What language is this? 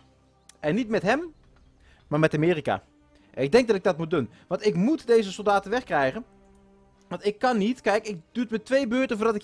Dutch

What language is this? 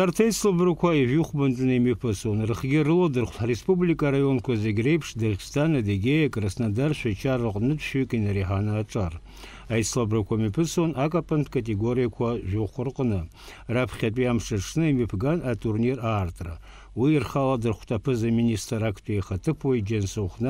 Abkhazian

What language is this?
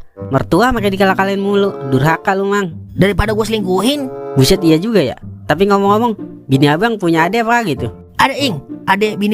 Betawi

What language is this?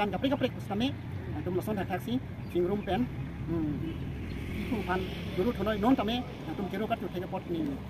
Karbi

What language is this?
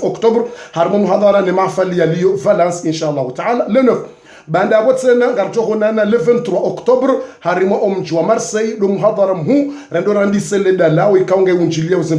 Ngazidja Comorian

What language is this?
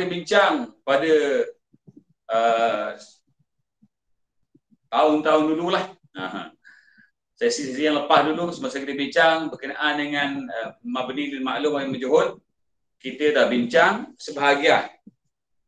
Malay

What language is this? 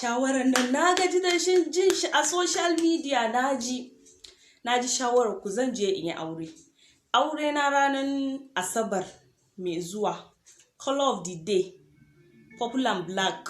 Hausa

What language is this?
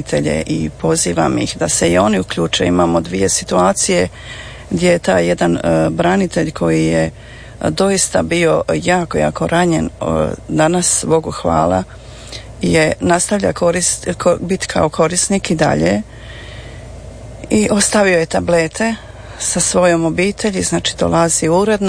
Croatian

